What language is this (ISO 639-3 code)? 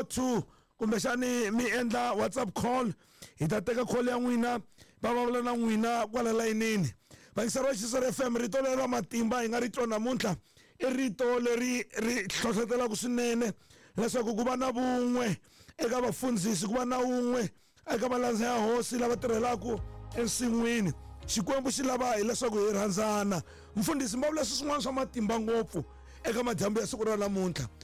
tso